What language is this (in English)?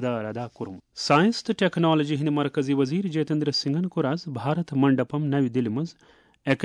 Kashmiri